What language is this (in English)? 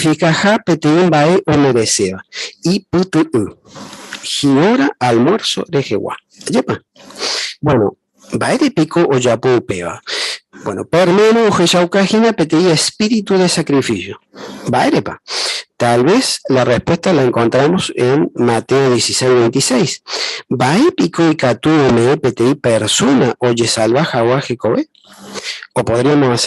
Guarani